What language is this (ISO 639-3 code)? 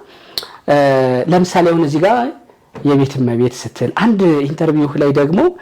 amh